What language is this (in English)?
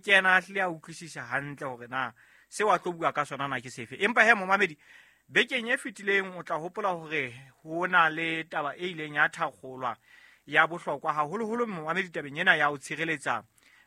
Southern Sotho